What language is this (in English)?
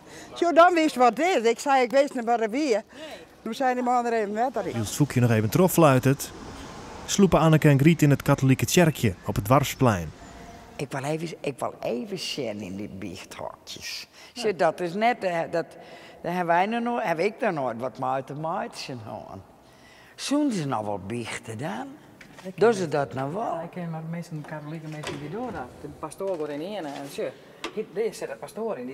Western Frisian